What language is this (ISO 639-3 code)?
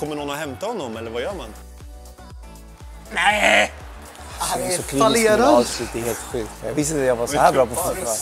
swe